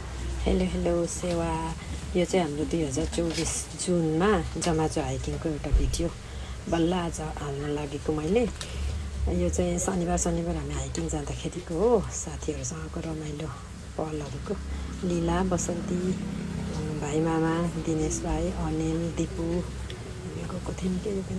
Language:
Nepali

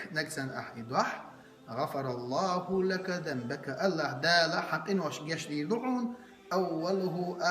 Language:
Chechen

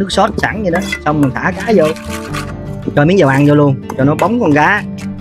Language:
Vietnamese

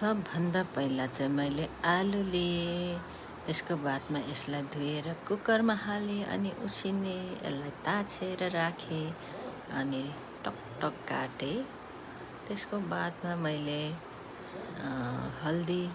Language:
Nepali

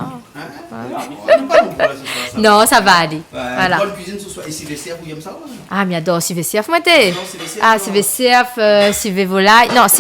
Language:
Réunion Creole French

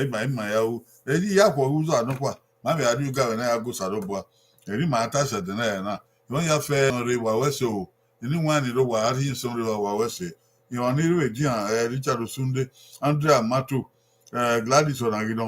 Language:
Bini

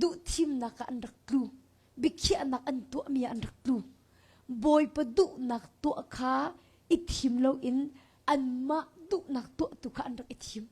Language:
Hakha Chin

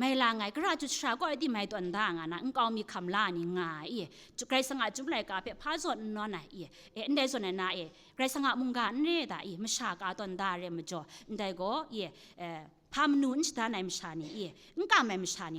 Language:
Kachin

